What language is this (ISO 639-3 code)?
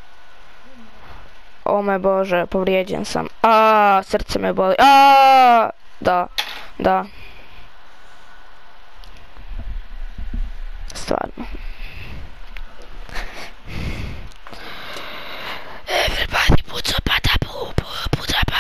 hrv